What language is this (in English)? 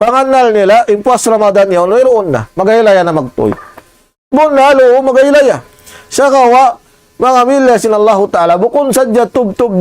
Tausug